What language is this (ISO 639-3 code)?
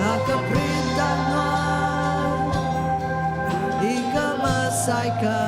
iba